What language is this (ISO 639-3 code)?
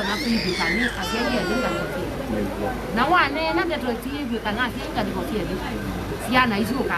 kam